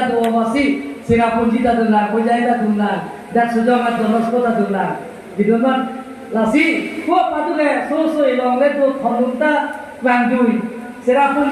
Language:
Karbi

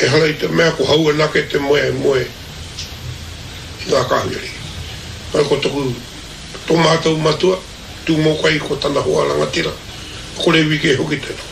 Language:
Māori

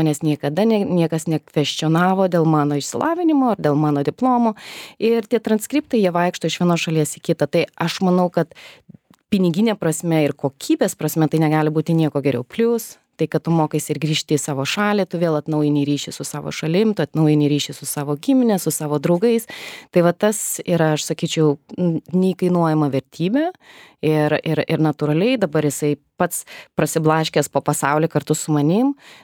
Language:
Lithuanian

